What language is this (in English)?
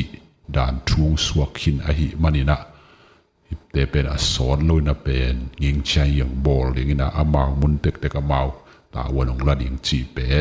Tedim Chin